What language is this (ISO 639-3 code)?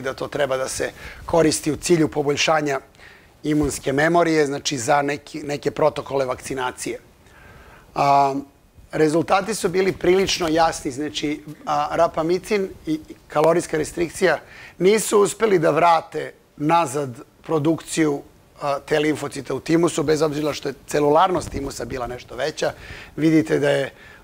srp